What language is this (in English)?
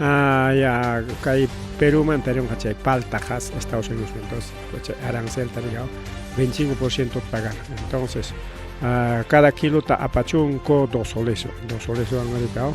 Ayacucho Quechua